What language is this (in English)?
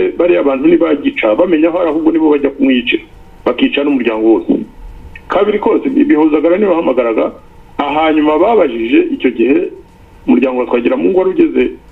Kinyarwanda